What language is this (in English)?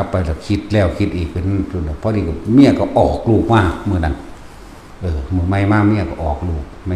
Northeastern Thai